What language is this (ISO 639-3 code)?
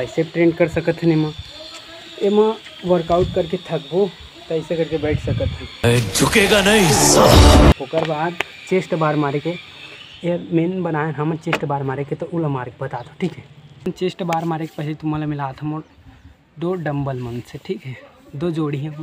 hne